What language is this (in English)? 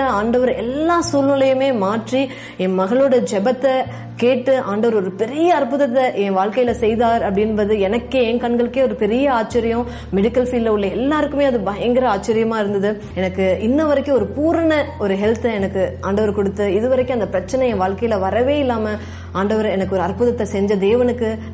Tamil